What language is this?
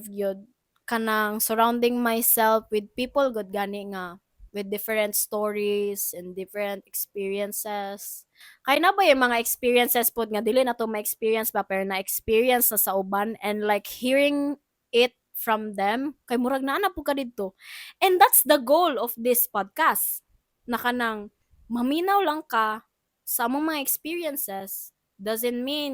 Cebuano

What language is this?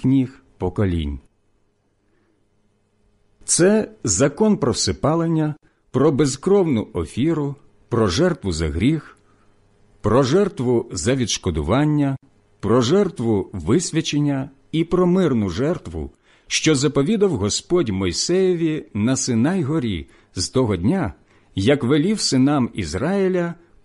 Ukrainian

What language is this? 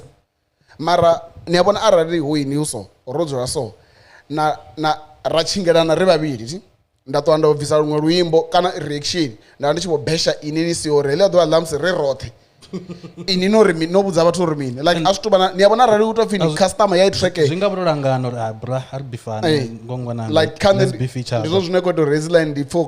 Venda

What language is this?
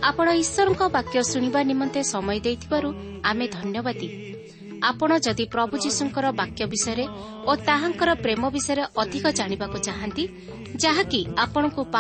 Odia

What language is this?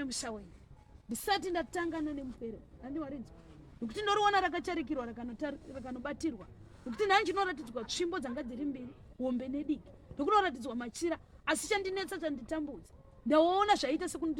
Shona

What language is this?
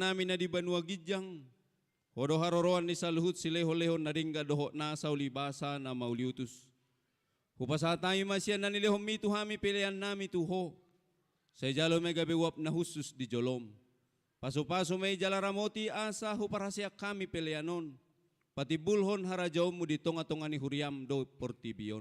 Batak Toba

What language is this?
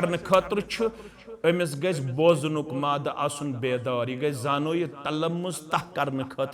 Kashmiri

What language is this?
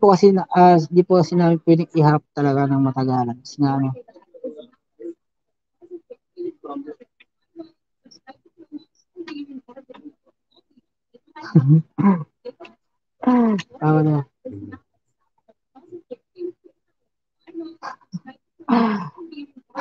Filipino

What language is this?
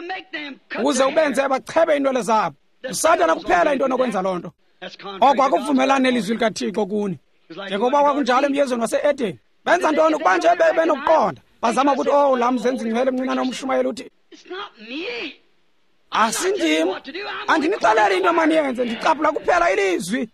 Xhosa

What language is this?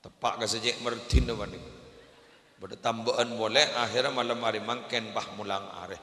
Madurese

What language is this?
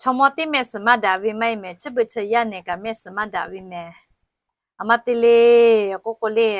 Lahu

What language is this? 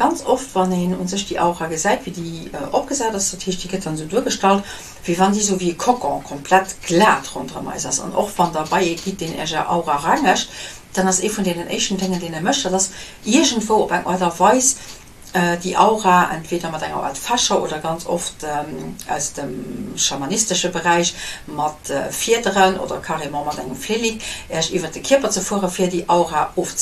Luxembourgish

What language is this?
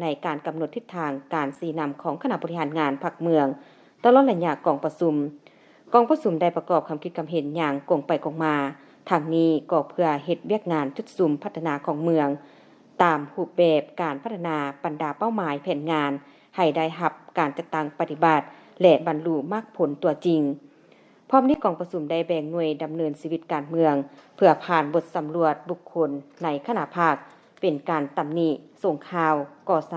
Lao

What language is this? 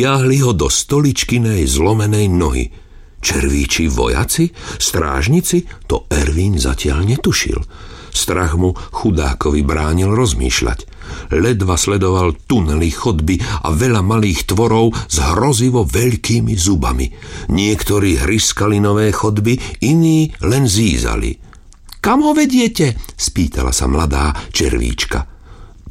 Slovak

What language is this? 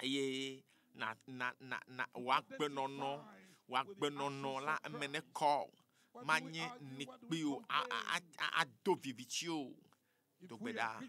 Ewe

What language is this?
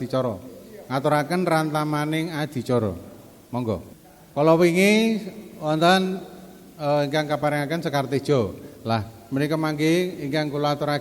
Javanese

